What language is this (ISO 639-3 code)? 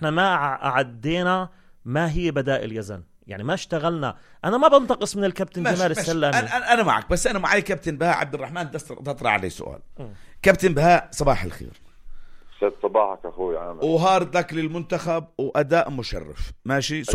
apc